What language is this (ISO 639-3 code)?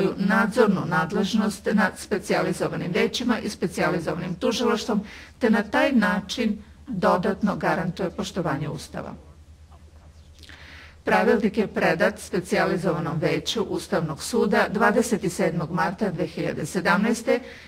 srp